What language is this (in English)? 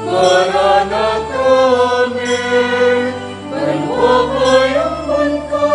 Pampanga